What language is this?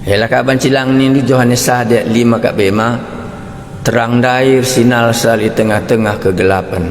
Batak Karo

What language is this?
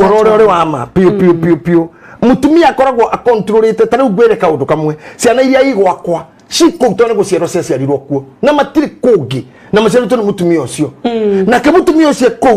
Kikuyu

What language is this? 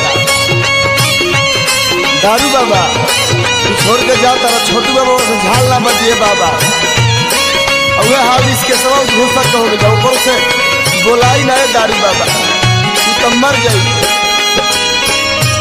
Bhojpuri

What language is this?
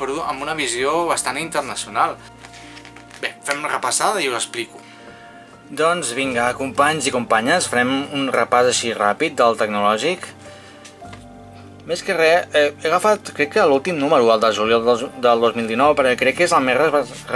Catalan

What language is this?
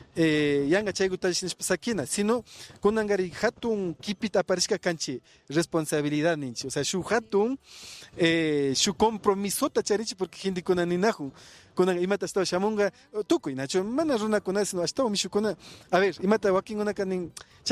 Imbabura Highland Quichua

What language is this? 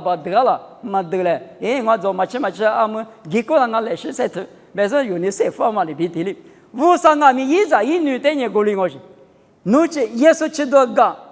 Lisu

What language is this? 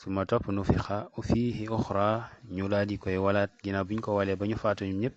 Wolof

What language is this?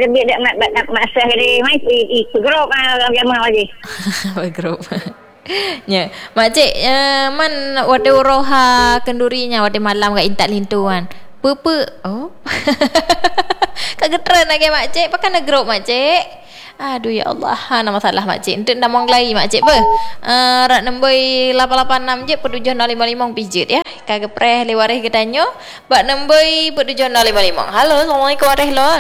Malay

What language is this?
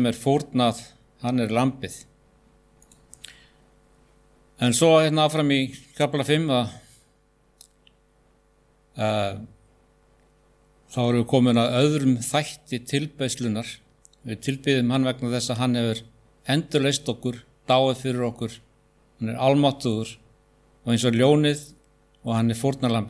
Icelandic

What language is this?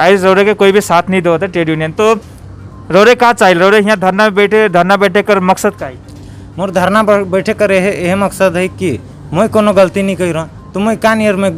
Sadri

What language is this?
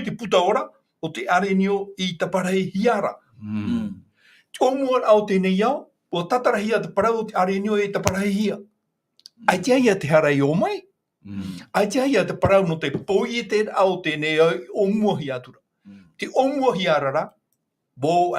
Tahitian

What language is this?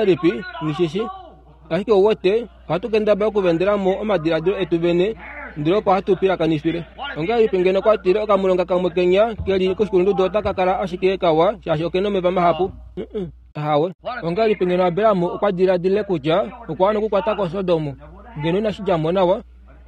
Kuanyama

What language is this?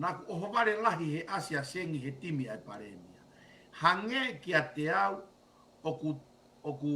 Tongan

